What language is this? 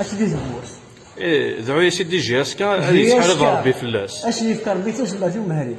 Kabyle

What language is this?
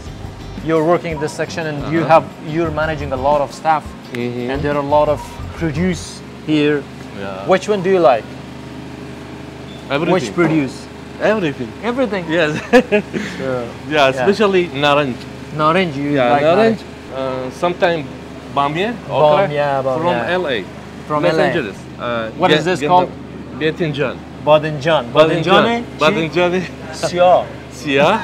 Persian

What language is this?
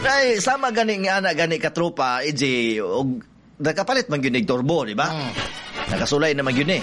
Cebuano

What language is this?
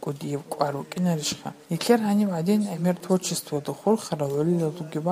Avaric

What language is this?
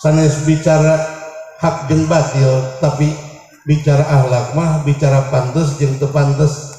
Sundanese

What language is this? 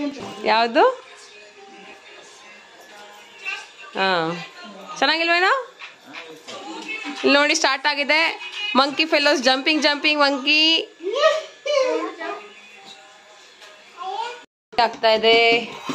Kannada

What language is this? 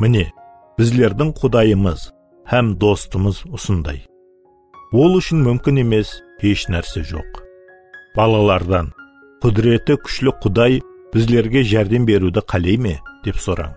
Kara-Kalpak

